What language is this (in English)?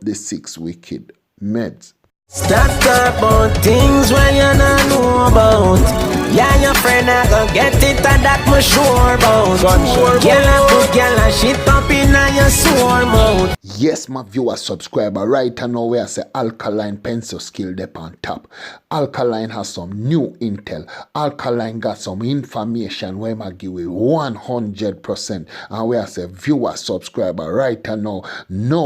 Jamaican Creole English